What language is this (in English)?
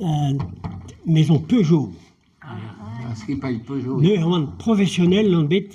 Breton